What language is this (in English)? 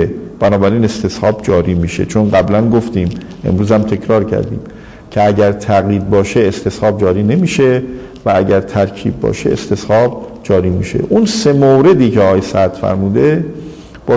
Persian